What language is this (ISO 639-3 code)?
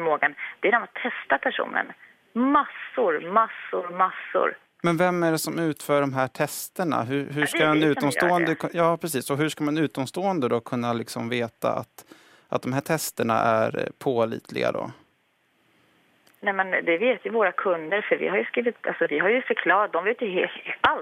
swe